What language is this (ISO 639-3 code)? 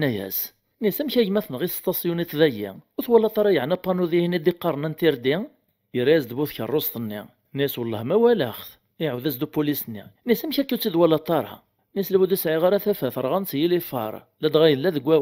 kab